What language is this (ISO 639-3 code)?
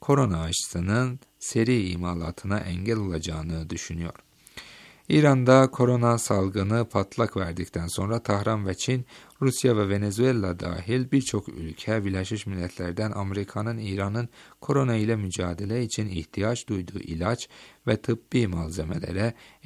tur